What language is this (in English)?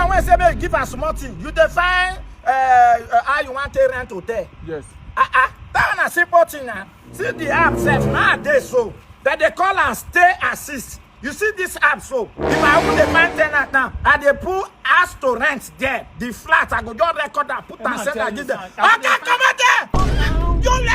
Nigerian Pidgin